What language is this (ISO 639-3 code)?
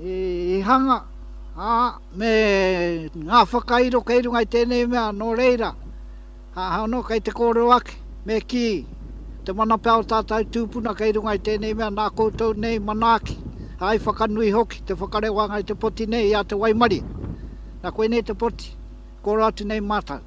mri